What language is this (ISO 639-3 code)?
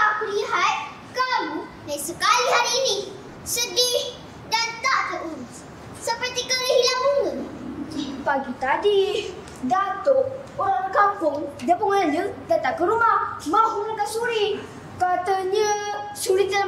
msa